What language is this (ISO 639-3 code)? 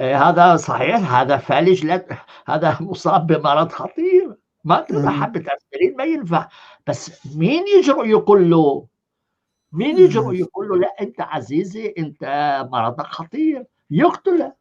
apc